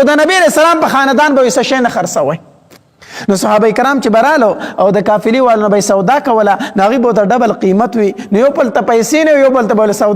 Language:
Pashto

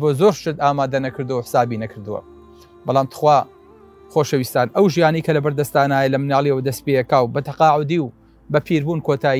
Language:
Central Kurdish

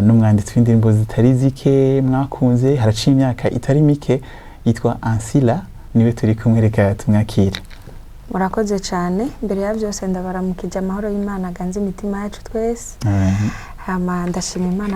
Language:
Rundi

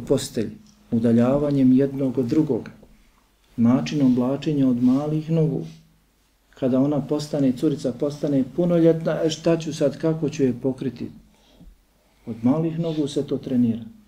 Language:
Bosnian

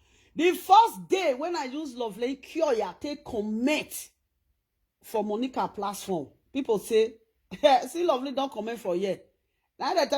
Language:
Nigerian Pidgin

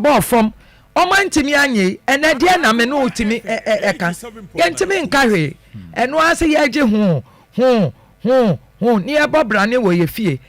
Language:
Akan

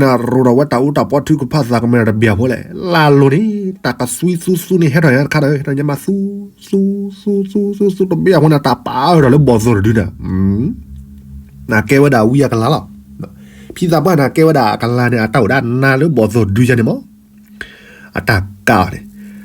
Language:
S'gaw Karen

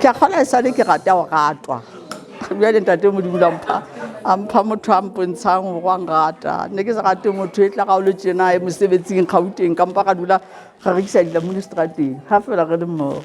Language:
Southern Sotho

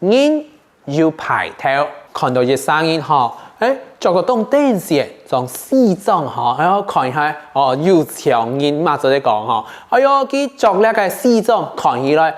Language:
Hakka Chinese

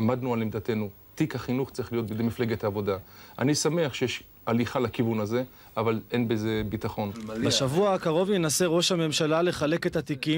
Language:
Hebrew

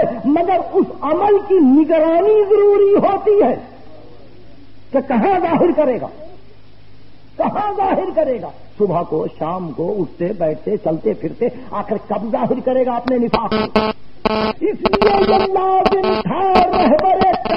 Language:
Urdu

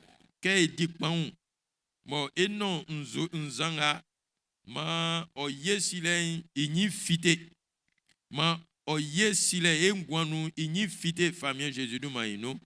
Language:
Baoulé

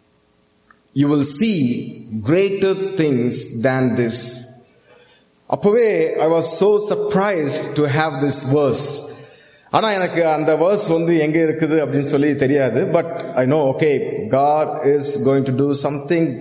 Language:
Tamil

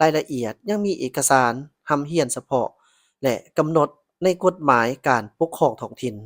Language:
Lao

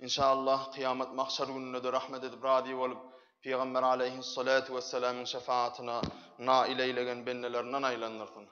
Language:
Turkmen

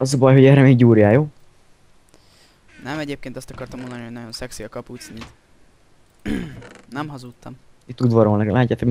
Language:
Hungarian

